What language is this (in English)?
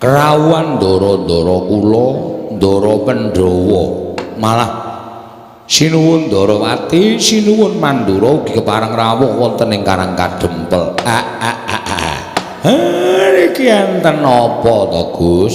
Javanese